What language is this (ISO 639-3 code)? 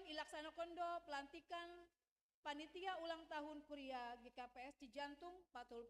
bts